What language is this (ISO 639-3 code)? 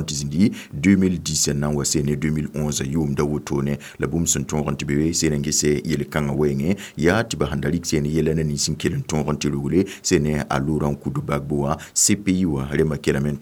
mos